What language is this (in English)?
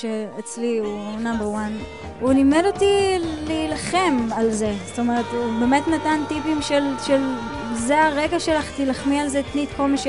Hebrew